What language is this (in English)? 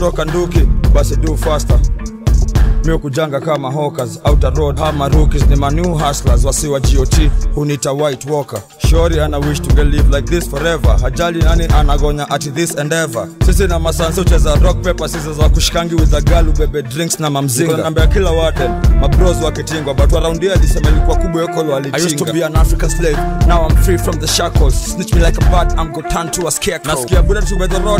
Swahili